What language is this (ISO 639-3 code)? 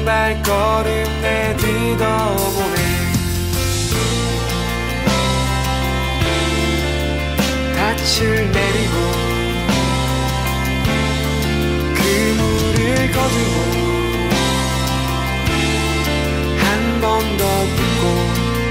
kor